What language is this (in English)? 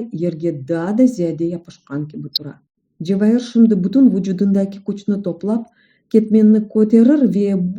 Crimean Tatar